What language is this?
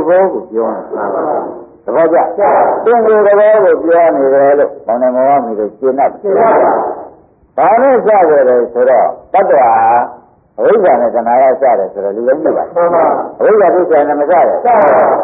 Burmese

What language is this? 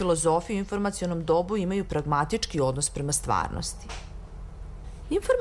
Serbian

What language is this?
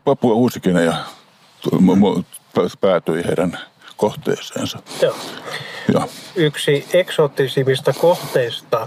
Finnish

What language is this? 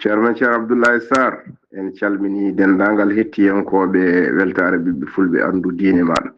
Fula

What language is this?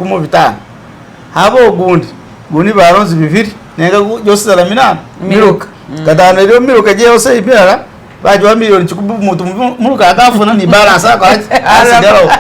Masaaba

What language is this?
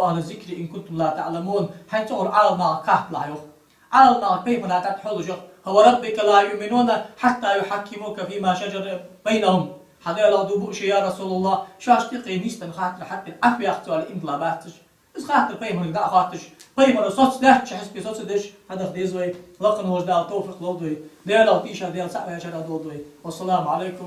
Ingush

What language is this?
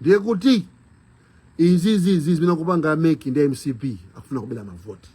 Nyanja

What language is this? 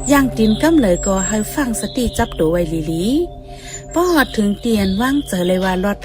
Shan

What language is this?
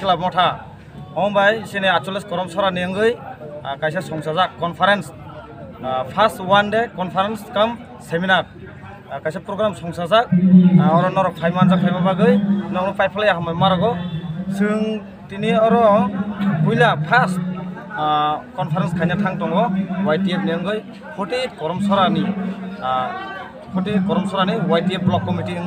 Kok Borok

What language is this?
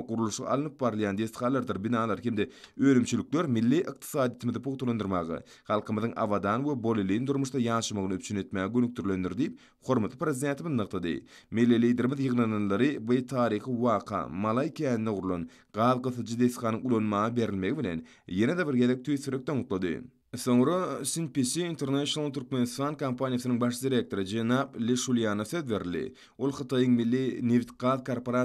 Turkmen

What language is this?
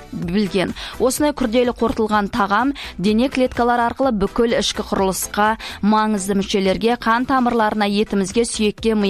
Kazakh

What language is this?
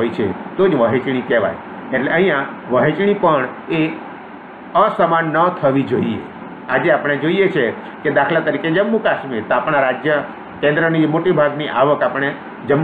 Gujarati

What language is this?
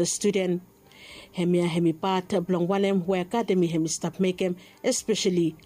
Bislama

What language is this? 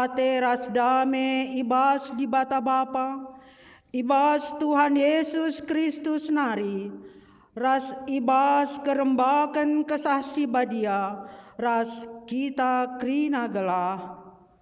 Batak Karo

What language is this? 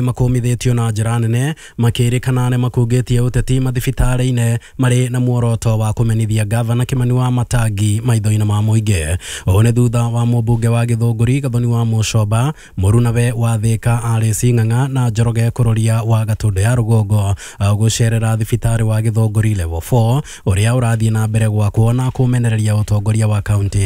Kikuyu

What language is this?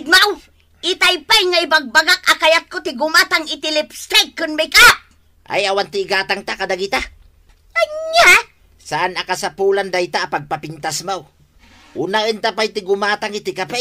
Iloko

